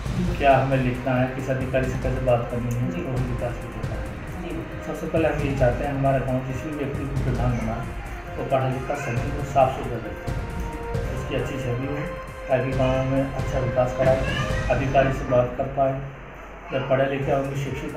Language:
Hindi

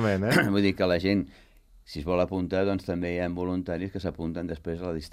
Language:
Catalan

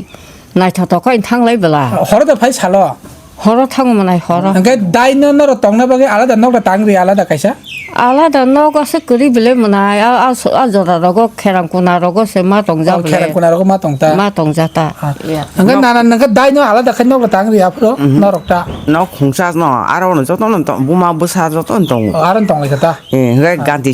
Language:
Kok Borok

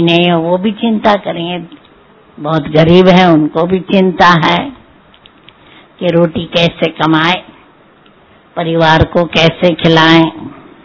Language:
Hindi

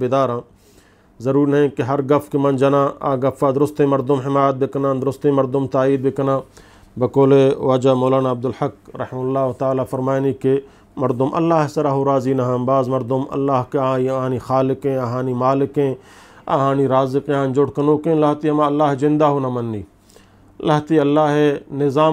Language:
Eastern Balochi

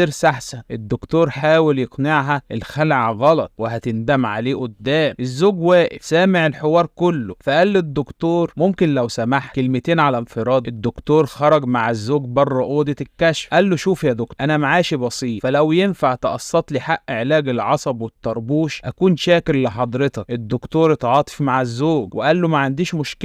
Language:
Egyptian Arabic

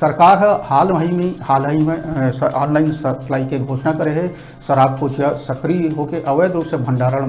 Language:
Chhattisgarhi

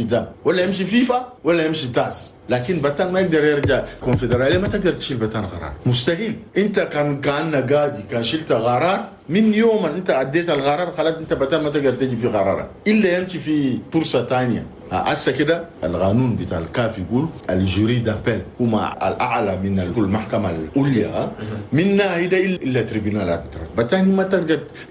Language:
Chadian Arabic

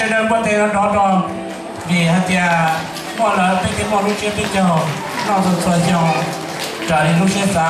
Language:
Hmong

